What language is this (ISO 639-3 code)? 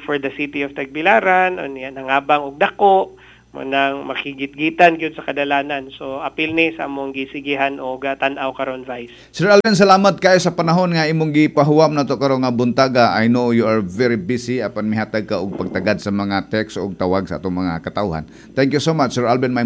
ceb